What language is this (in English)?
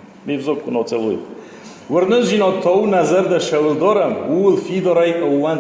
Ossetic